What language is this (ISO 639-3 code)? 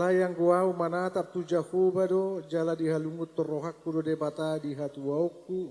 bbc